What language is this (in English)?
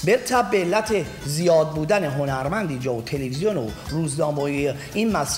Persian